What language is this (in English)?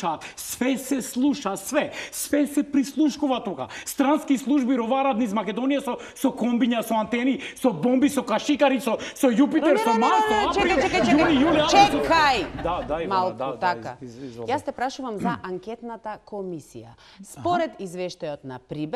Macedonian